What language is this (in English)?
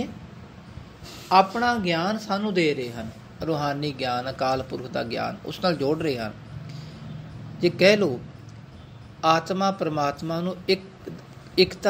Punjabi